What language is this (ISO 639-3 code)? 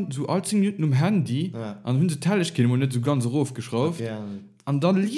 ltz